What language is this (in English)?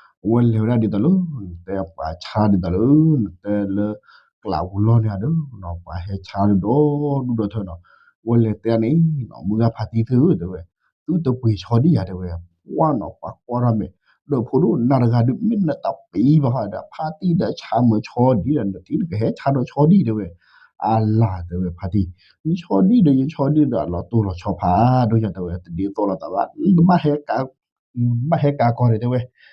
S'gaw Karen